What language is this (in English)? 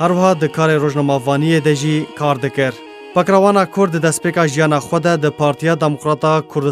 Kurdish